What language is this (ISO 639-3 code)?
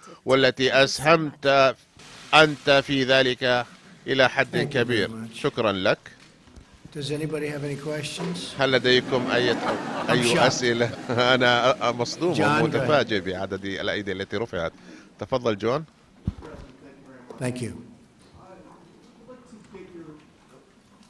ara